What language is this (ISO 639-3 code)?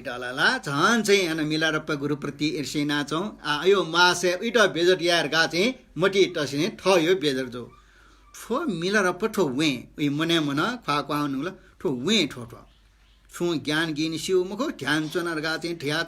new